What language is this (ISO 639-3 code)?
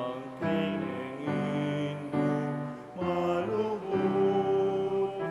pam